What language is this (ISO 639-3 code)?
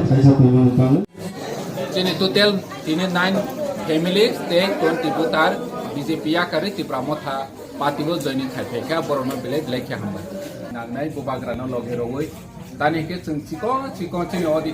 trp